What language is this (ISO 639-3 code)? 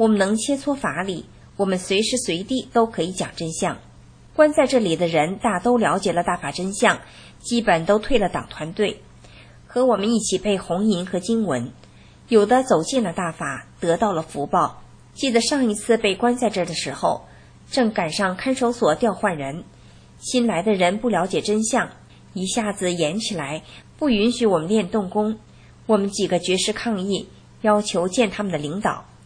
zho